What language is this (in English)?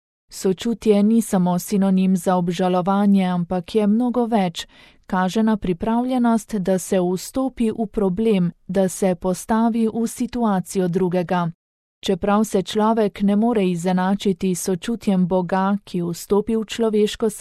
Slovenian